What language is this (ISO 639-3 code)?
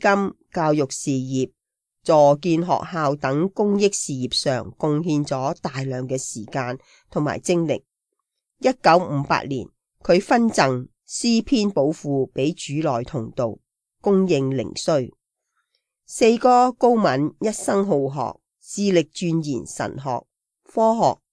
yue